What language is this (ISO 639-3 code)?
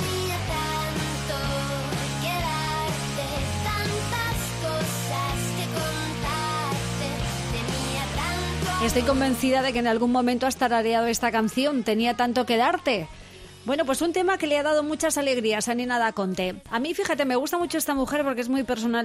spa